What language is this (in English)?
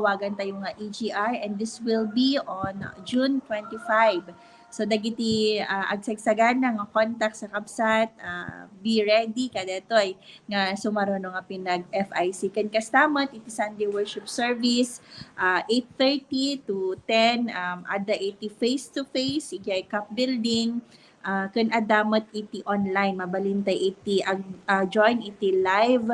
Iloko